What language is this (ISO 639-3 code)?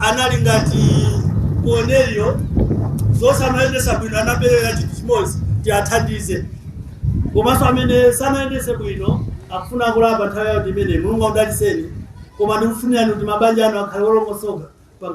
nya